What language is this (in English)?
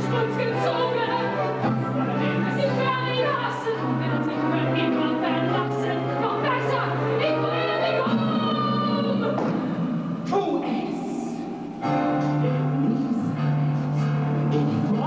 German